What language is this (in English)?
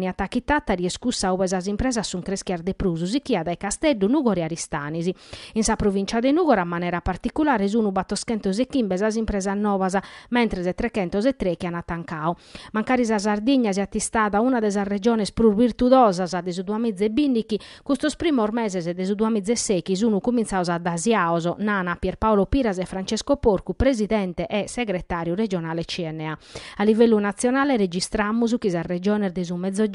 Sardinian